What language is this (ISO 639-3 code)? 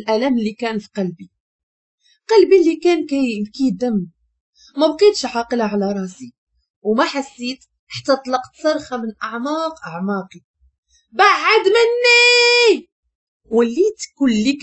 ary